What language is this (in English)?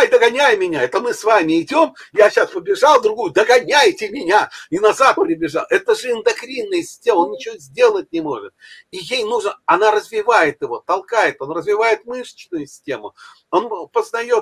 Russian